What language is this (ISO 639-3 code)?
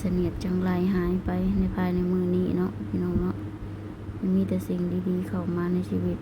lao